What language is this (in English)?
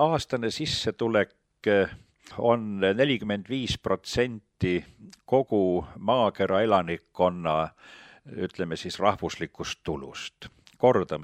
Estonian